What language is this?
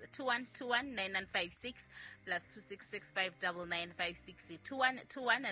Southern Sotho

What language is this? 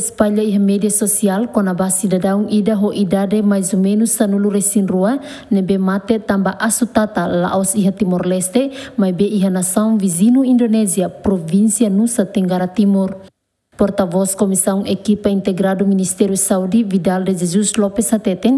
Tetum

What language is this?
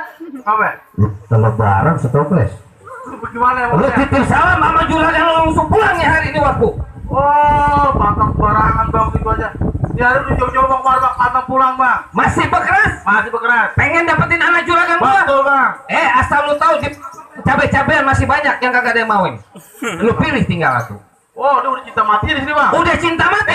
Betawi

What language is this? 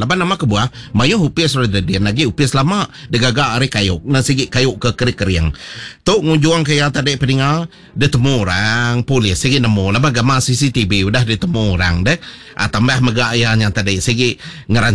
Iban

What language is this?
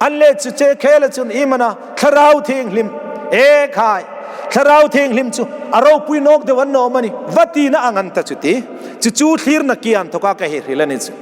Hmar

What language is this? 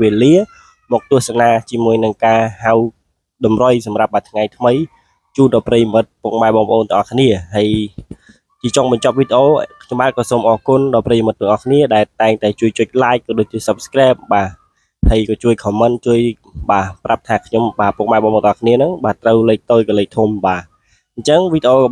Khmer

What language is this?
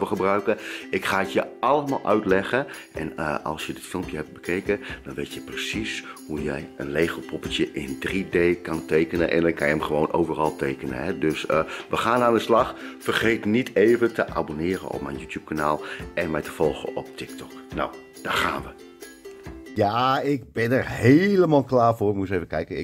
Dutch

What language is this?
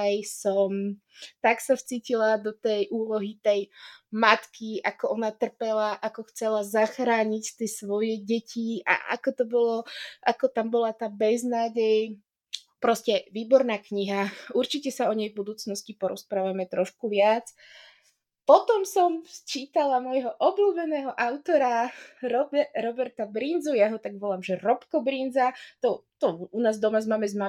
Slovak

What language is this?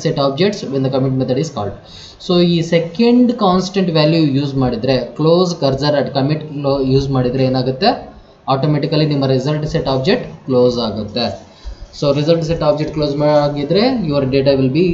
Kannada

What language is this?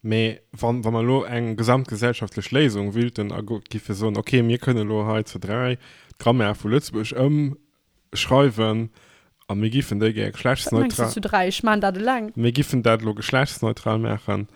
Luxembourgish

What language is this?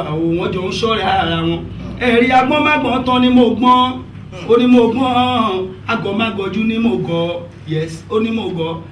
Yoruba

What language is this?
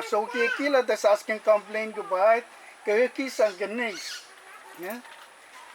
Pohnpeian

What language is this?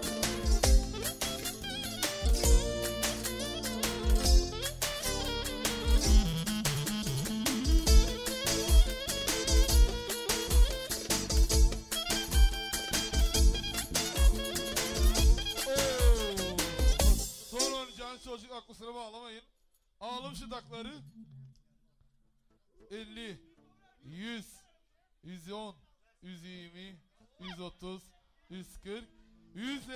Turkish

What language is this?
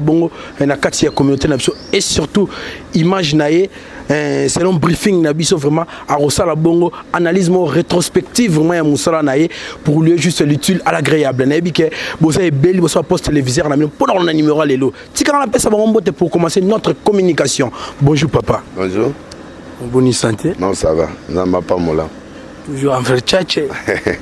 Lingala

